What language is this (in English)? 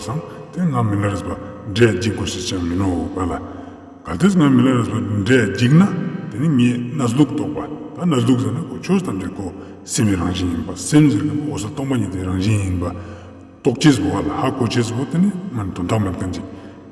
Ladakhi